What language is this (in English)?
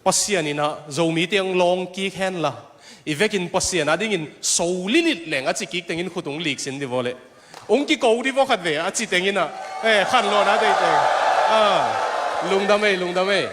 Tedim Chin